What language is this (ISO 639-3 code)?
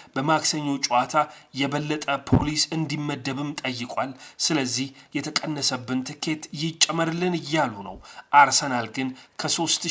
amh